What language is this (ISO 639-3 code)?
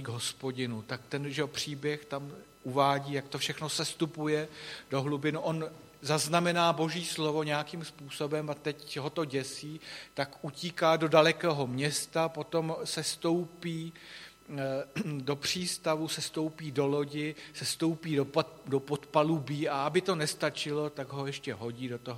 ces